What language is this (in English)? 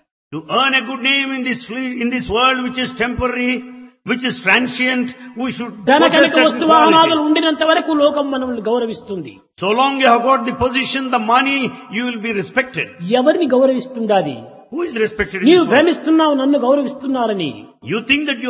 Telugu